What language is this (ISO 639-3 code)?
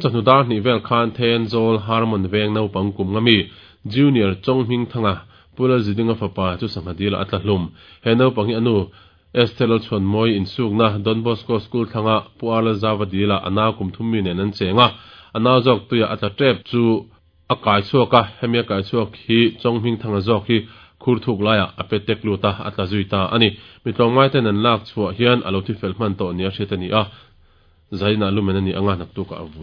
lus